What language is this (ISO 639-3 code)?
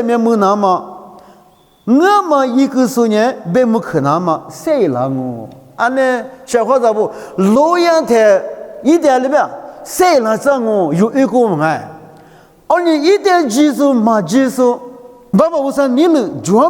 lis